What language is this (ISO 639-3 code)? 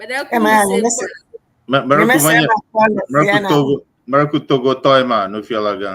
ewe